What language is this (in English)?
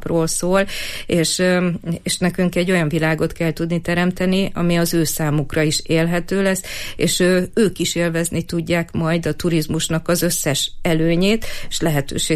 Hungarian